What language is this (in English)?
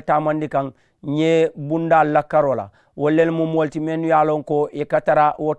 Mandingo